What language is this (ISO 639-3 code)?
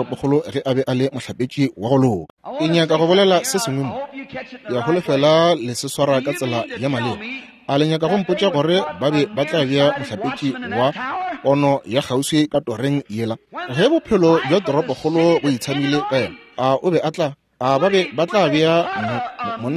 nso